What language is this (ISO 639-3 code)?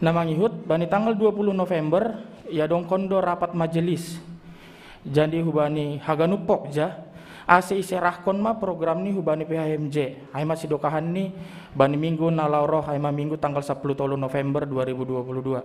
bts